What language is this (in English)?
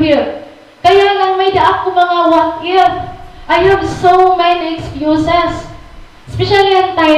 Waray